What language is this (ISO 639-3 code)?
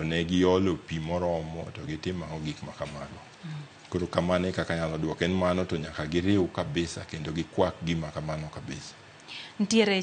luo